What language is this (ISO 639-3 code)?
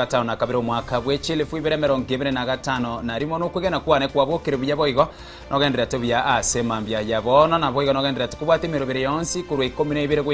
guz